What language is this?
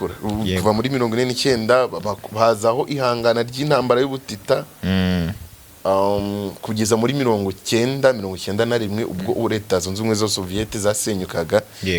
Kinyarwanda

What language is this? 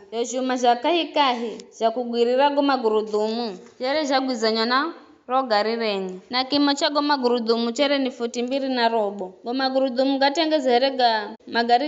Giryama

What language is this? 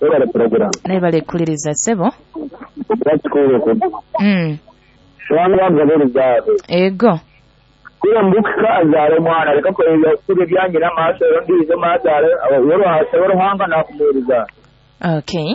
Nyoro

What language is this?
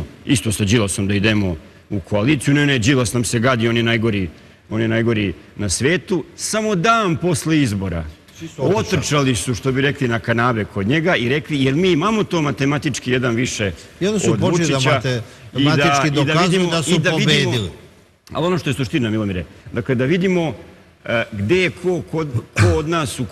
Serbian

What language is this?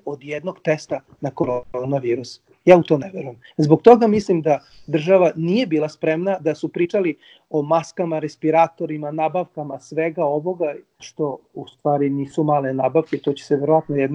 Serbian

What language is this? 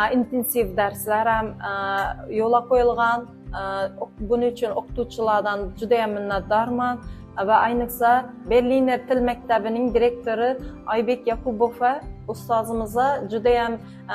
Uzbek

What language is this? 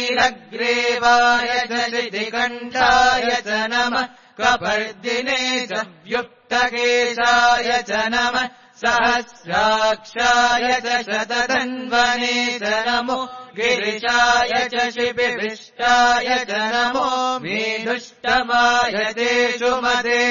Sanskrit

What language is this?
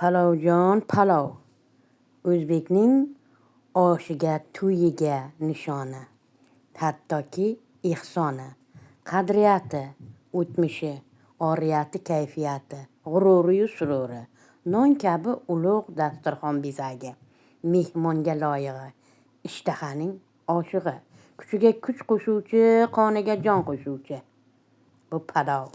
Uzbek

